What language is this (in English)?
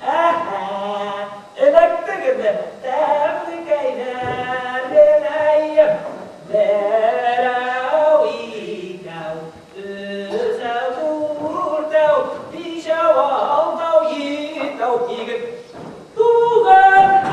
Bashkir